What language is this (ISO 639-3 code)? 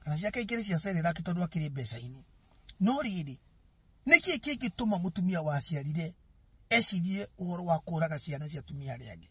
kik